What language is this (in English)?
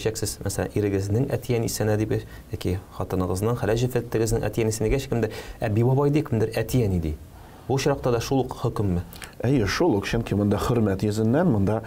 Tatar